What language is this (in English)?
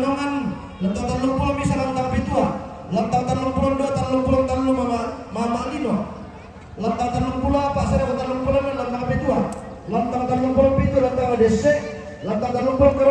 Toraja-Sa'dan